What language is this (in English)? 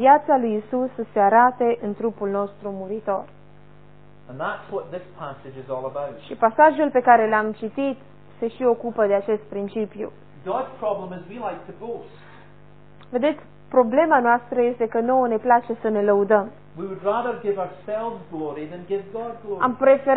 Romanian